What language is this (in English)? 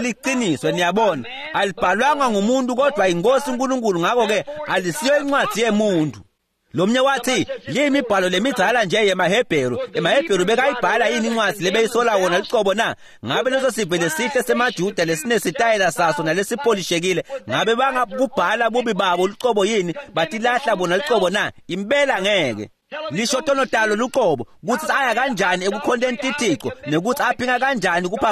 Swati